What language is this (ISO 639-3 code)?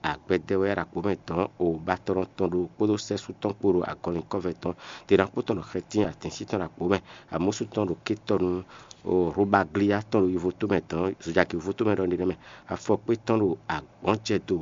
fon